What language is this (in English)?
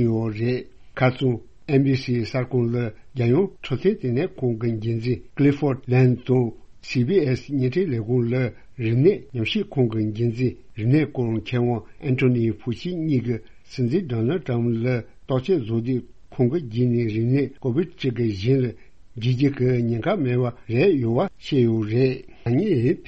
Tibetan